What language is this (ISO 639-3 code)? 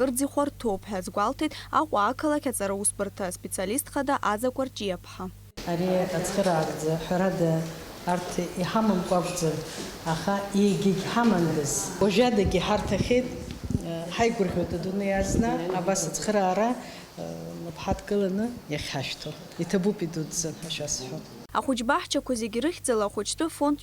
abk